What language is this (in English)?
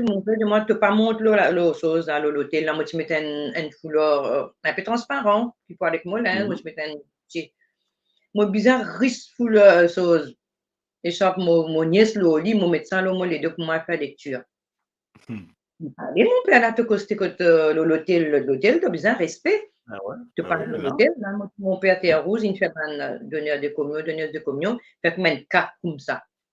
Morisyen